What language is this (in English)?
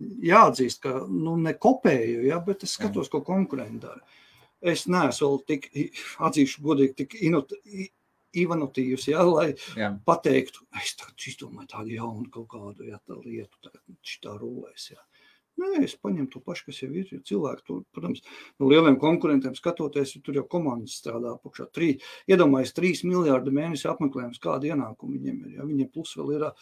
Latvian